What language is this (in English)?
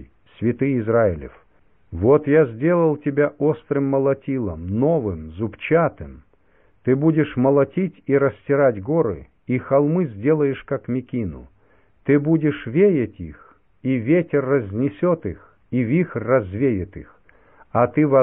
Russian